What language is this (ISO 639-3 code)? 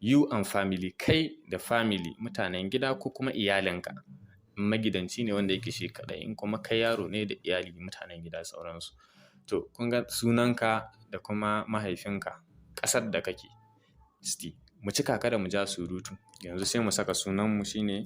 hau